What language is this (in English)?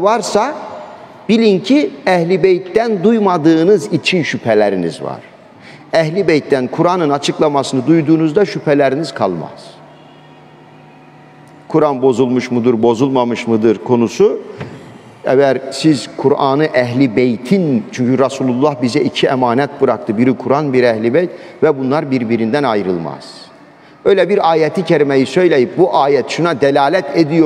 Turkish